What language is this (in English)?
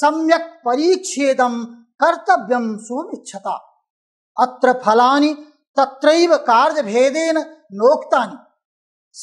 Sanskrit